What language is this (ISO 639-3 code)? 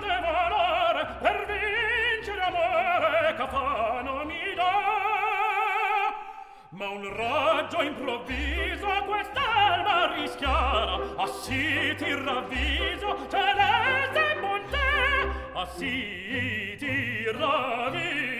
ita